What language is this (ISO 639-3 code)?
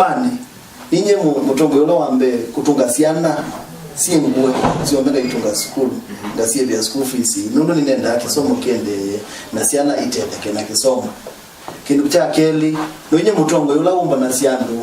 kam